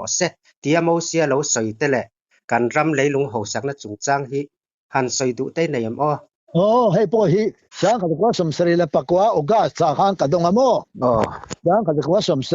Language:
Mizo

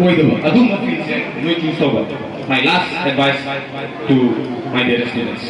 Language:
Manipuri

